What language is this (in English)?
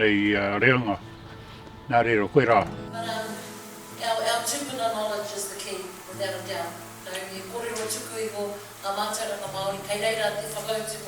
Māori